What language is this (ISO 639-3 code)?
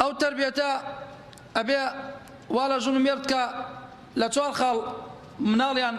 ckb